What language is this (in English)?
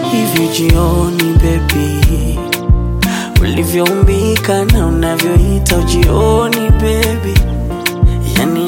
Swahili